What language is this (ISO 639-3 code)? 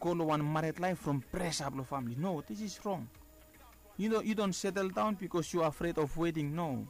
bis